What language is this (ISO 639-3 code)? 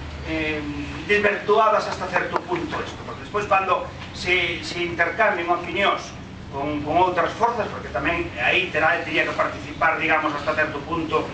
glg